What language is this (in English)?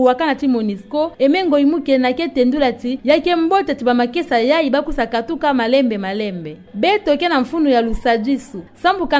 Kituba (Democratic Republic of Congo)